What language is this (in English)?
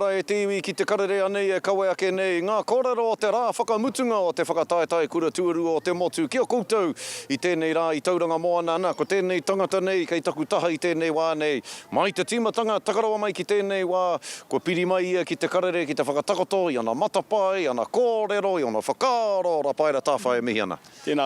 Māori